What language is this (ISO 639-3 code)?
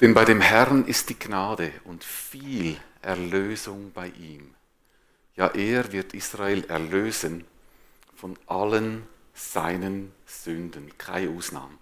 gsw